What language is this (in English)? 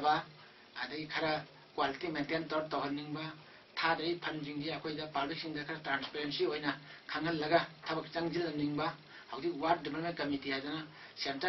Manipuri